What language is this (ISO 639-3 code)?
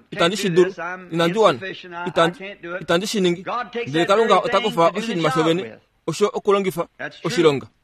kua